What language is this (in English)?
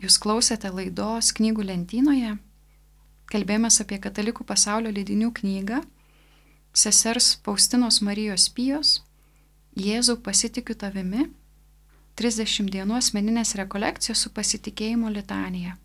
Lithuanian